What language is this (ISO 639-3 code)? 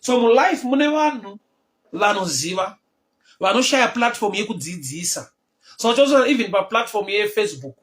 sna